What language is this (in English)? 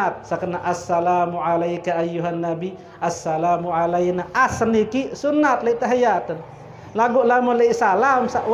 Sasak